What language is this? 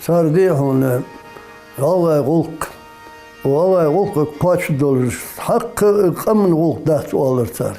Ingush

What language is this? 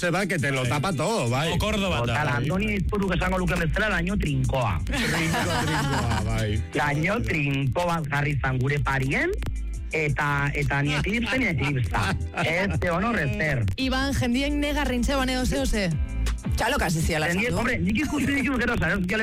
Basque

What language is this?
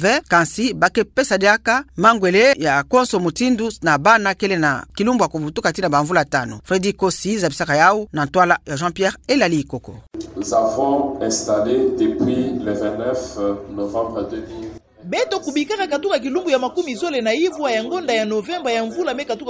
Kituba (Democratic Republic of Congo)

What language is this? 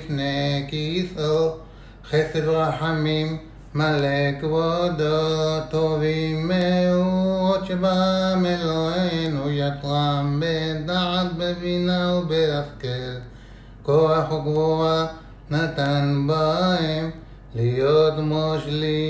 Hebrew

